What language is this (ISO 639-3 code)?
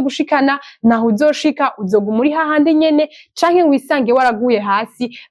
run